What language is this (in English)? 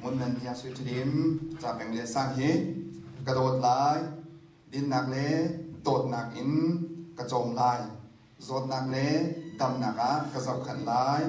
Hakha Chin